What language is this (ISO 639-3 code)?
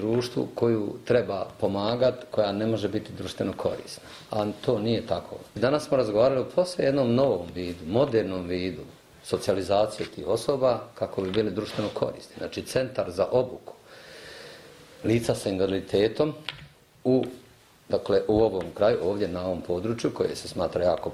bos